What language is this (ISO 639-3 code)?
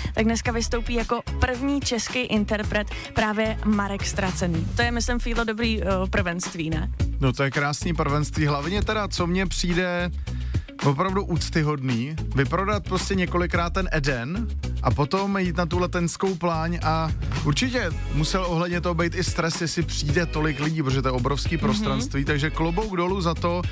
ces